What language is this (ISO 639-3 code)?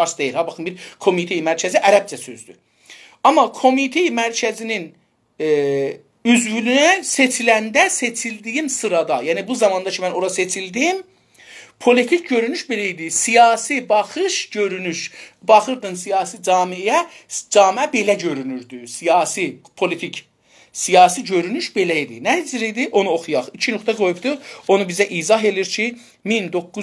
azb